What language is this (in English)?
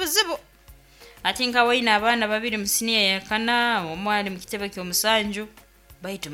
Nyoro